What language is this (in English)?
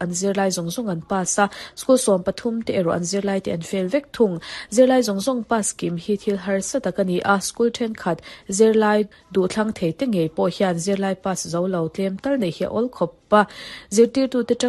Mizo